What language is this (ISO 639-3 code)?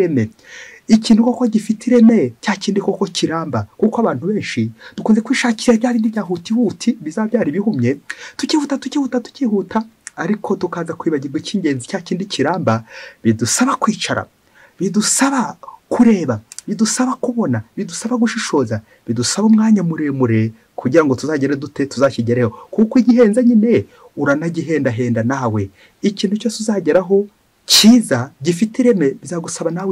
kin